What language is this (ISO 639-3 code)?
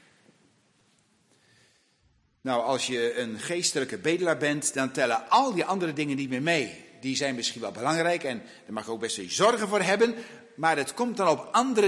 nld